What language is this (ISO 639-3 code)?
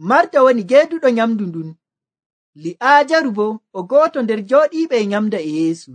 fuv